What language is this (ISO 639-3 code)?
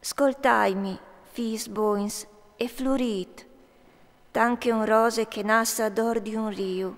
fur